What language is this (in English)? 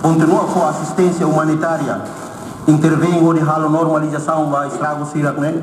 Tetum